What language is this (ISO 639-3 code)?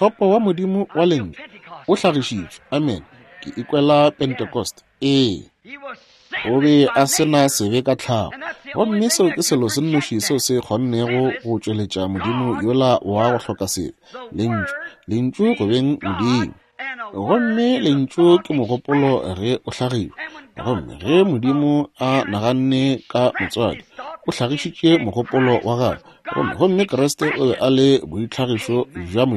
nso